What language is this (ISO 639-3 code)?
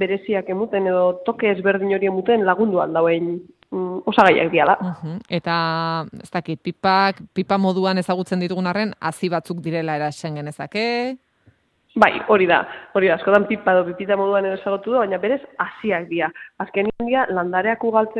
eus